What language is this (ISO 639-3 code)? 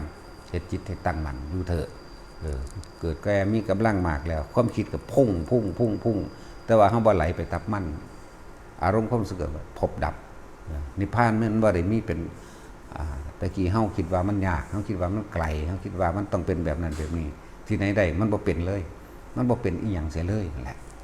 tts